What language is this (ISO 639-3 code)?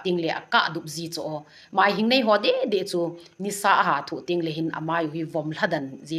tcz